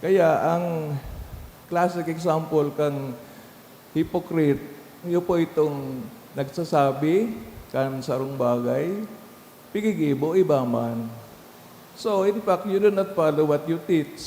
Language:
Bikol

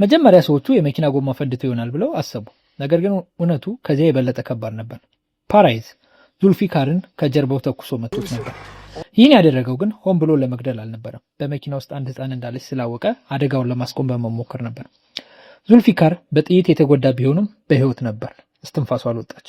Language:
Amharic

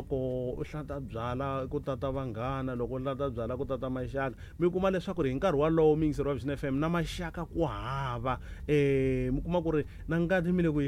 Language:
Tsonga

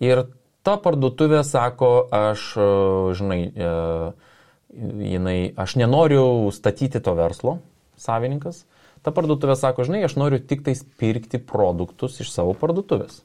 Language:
Lithuanian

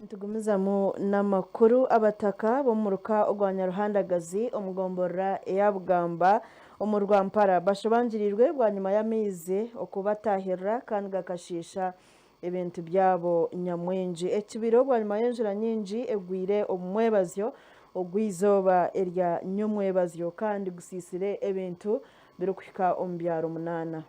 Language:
Nyankole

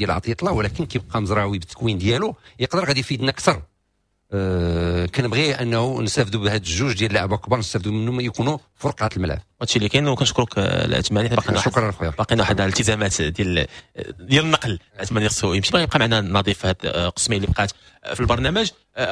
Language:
Moroccan Arabic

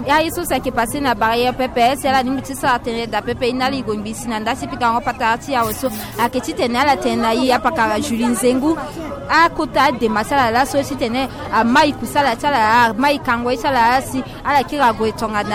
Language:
Sango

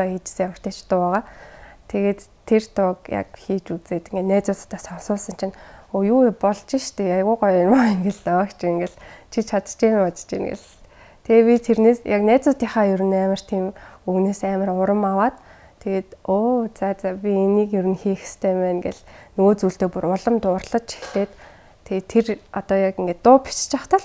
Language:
Mongolian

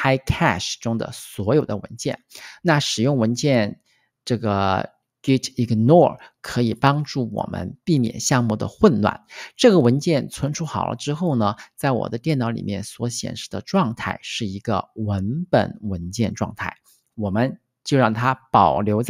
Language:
Chinese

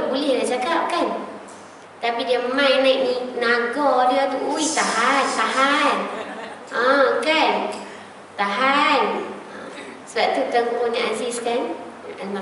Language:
Malay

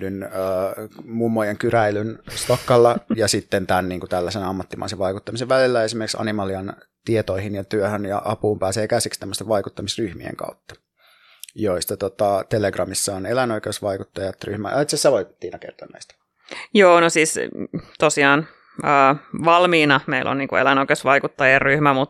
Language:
Finnish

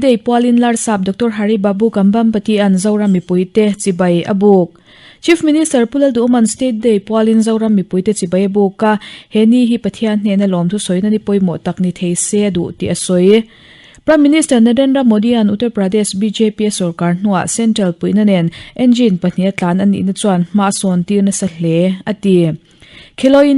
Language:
Mizo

